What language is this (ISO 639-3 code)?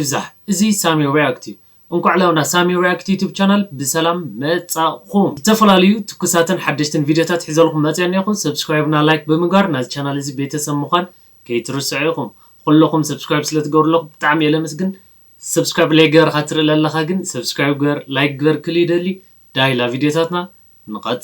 tir